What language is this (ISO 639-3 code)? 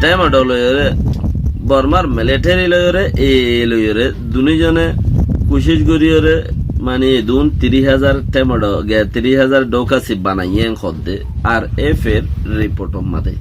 rhg